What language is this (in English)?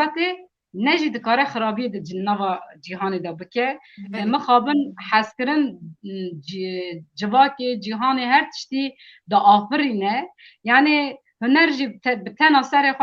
Kurdish